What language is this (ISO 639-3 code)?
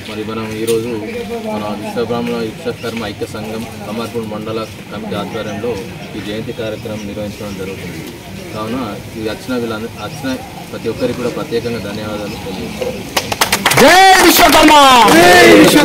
tel